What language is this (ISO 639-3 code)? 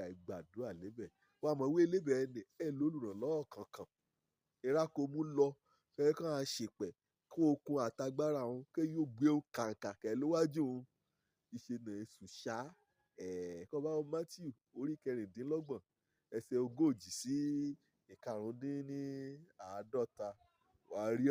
yor